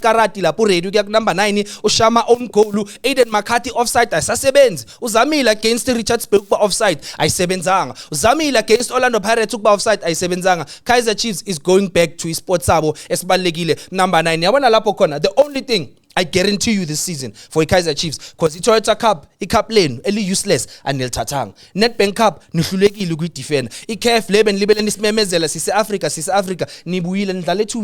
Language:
Zulu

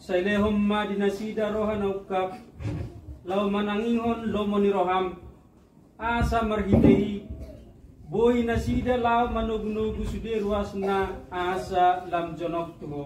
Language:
Batak Toba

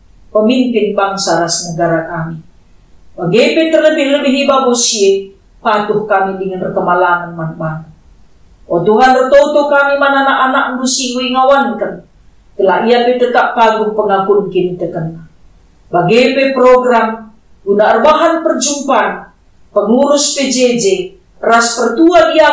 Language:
Batak Karo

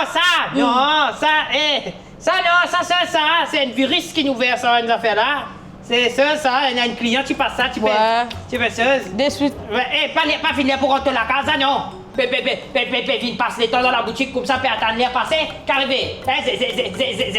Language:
Morisyen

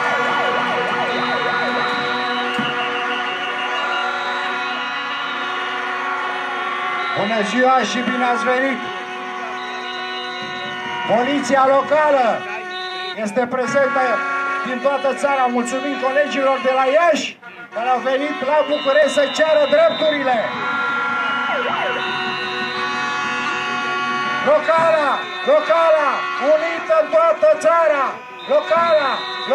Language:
Romanian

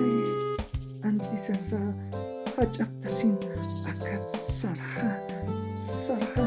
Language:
Aymara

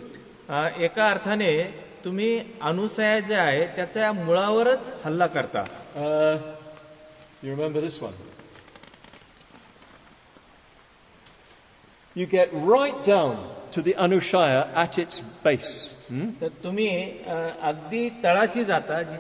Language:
Marathi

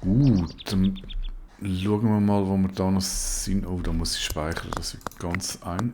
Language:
Swiss German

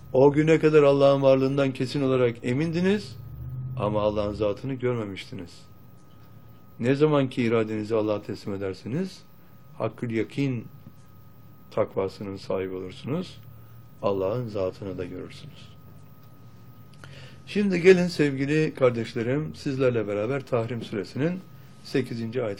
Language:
Turkish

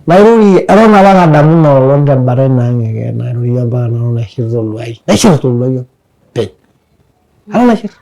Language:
Masai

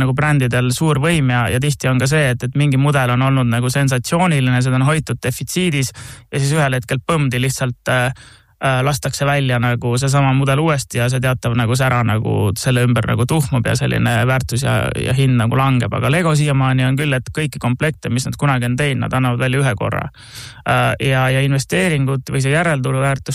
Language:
Estonian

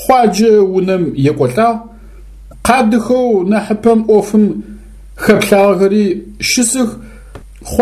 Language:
Adyghe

